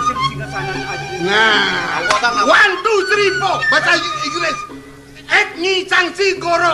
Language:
Balinese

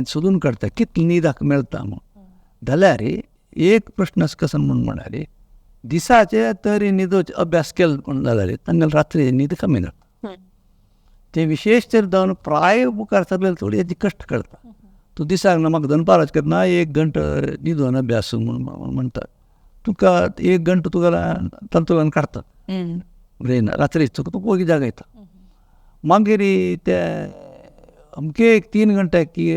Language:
Konkani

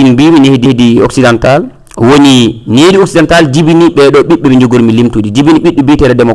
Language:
Fula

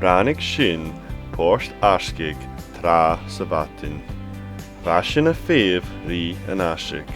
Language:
Scottish Gaelic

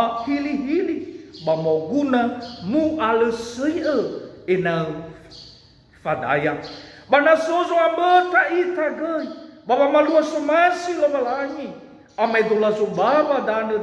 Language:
Nias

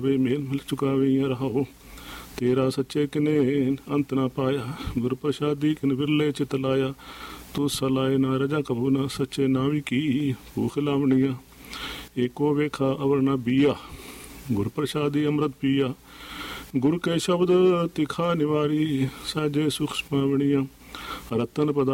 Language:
Punjabi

